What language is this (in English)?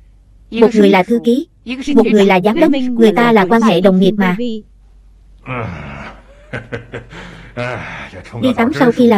Vietnamese